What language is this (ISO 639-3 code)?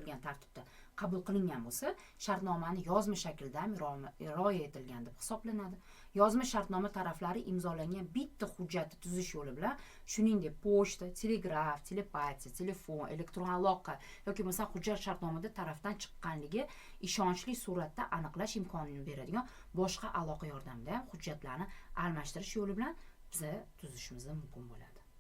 uzb